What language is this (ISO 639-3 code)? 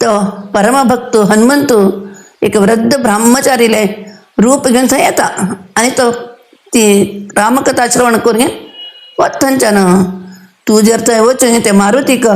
kok